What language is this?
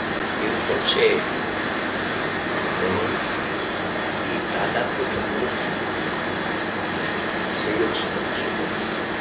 Gujarati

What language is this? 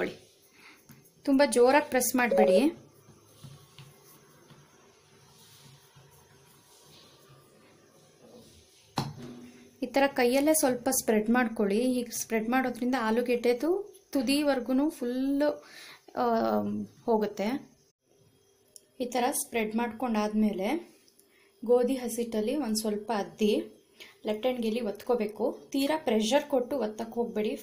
Kannada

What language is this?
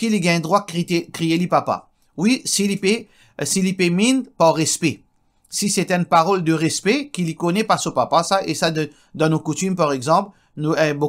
Morisyen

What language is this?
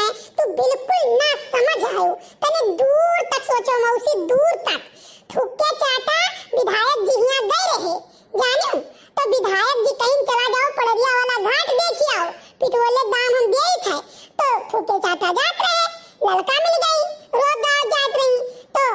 Awadhi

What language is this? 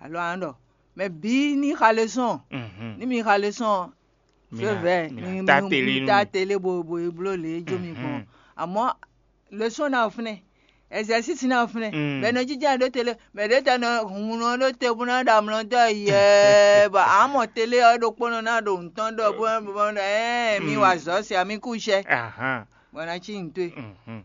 Fon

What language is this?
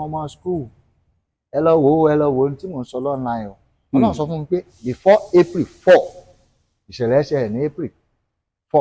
Yoruba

